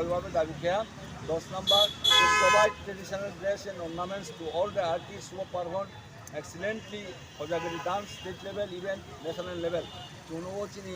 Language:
Riang (India)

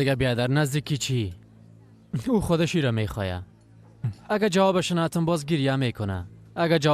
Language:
Persian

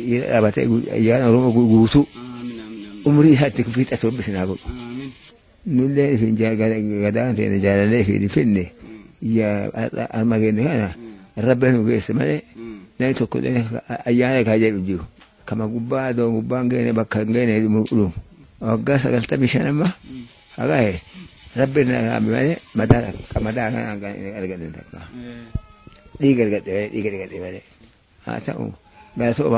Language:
Oromo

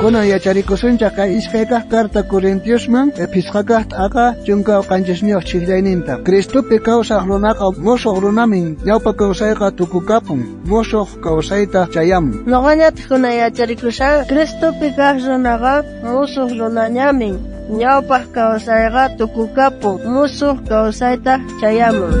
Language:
South Bolivian Quechua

